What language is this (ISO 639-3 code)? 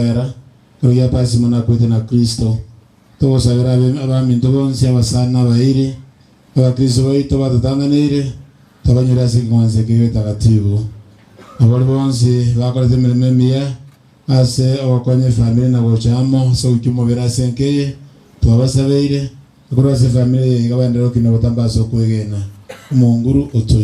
guz